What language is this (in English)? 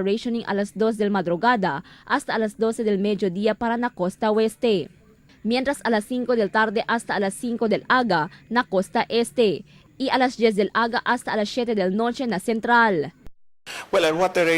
Chavacano